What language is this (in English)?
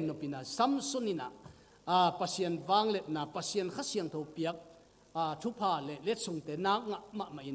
Tedim Chin